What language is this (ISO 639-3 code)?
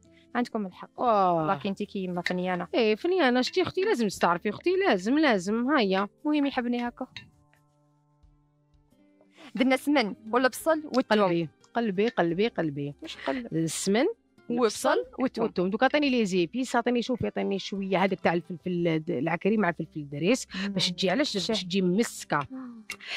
arq